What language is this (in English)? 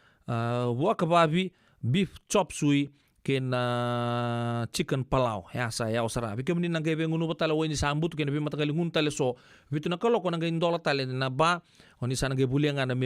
Fijian